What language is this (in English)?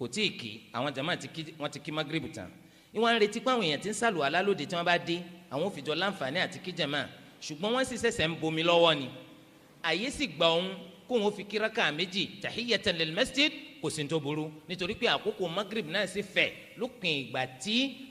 Yoruba